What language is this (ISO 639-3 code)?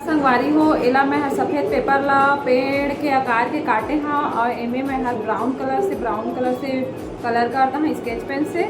hne